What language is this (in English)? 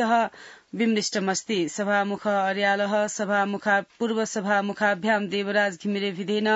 Sanskrit